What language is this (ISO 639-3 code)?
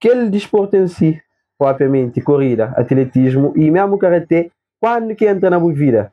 kea